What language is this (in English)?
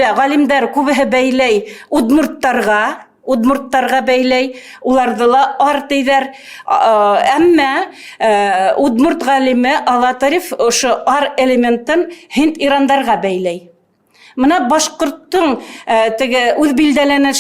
Bashkir